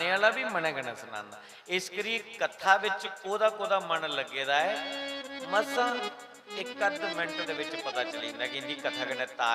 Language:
Dogri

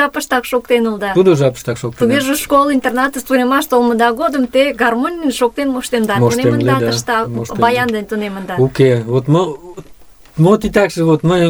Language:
Mari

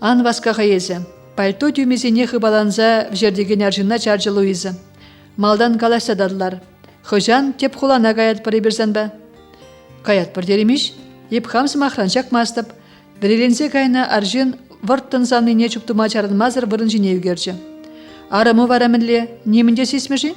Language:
Chuvash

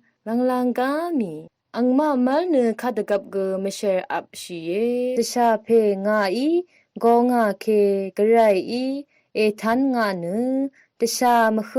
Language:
Rawang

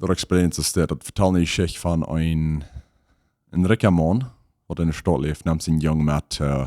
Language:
Plautdietsch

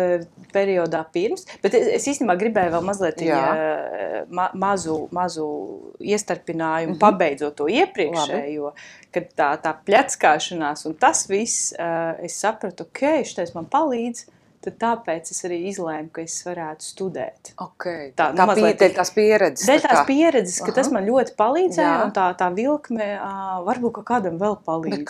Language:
Latvian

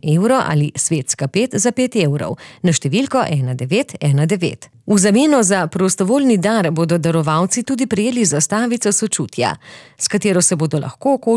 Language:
Slovenian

